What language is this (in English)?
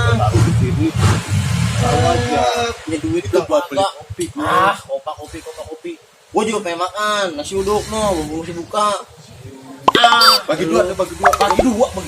Betawi